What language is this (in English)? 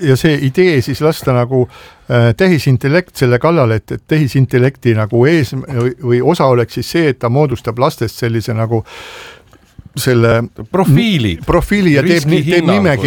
Estonian